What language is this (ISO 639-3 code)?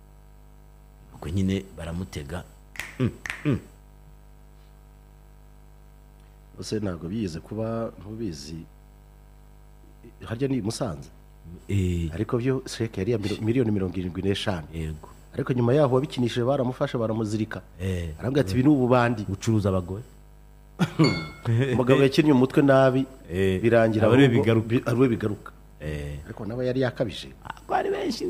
kin